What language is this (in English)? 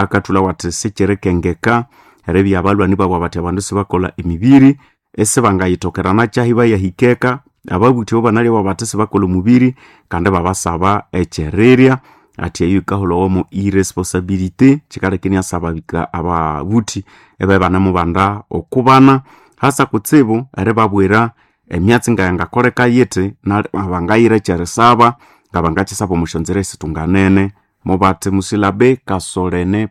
Nande